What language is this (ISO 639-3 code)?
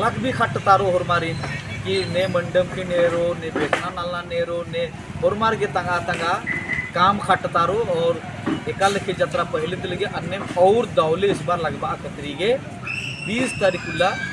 kru